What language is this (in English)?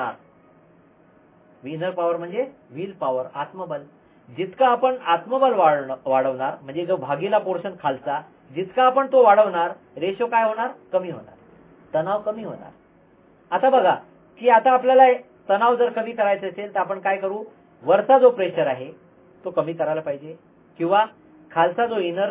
Marathi